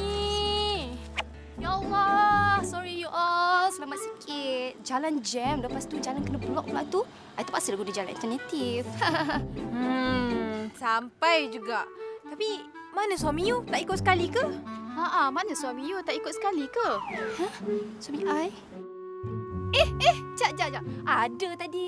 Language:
Malay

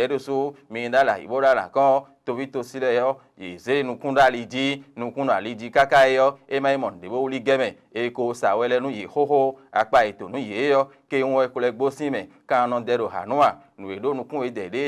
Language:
Fon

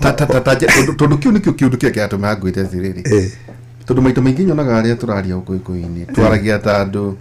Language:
Kikuyu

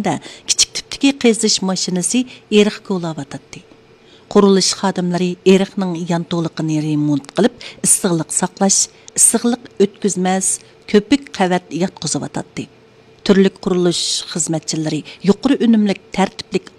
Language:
Uyghur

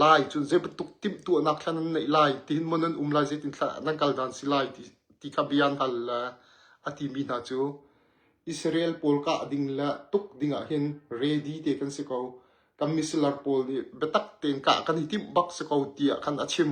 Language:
Hakha Chin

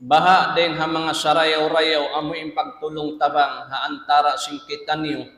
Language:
Tausug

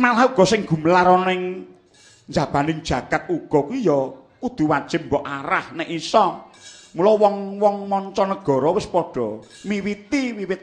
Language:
Javanese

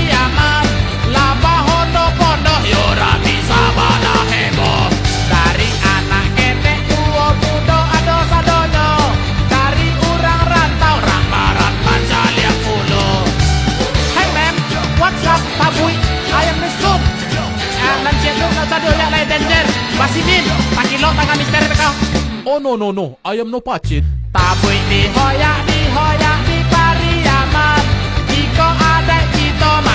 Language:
Minangkabau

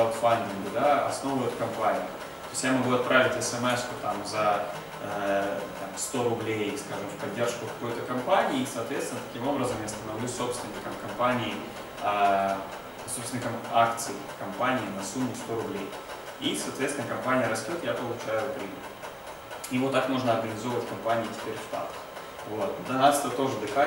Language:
Russian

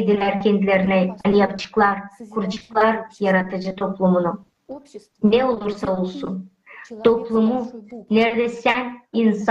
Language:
Gagauz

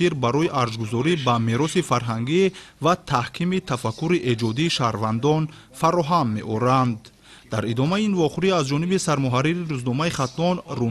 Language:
Tajik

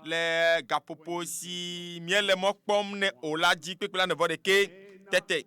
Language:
Ewe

